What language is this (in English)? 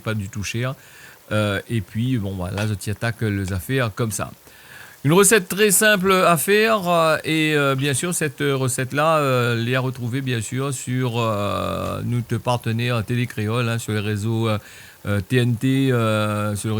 Réunion Creole French